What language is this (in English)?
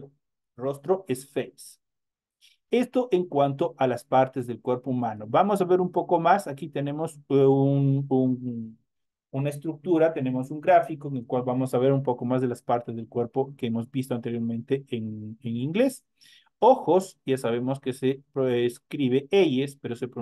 Spanish